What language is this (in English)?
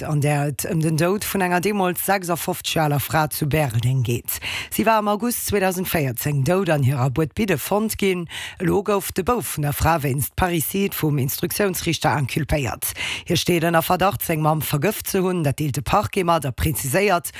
Luxembourgish